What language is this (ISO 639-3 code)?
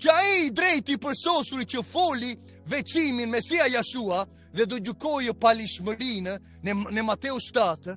sqi